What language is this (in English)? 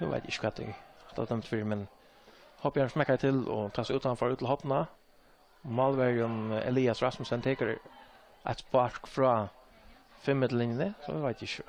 Faroese